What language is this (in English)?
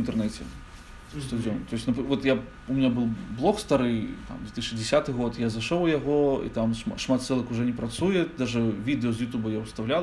Belarusian